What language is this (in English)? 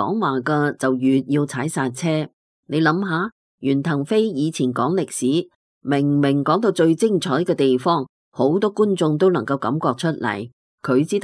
Cantonese